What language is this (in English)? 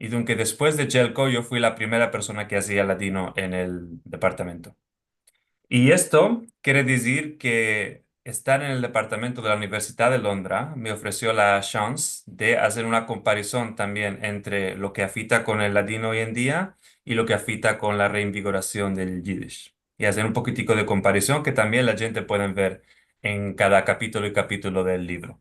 Ladino